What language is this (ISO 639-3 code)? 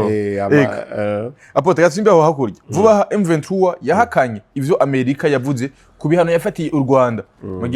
run